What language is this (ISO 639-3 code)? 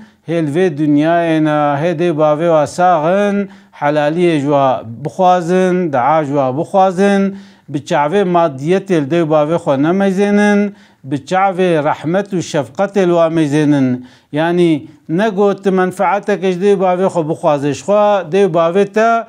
kur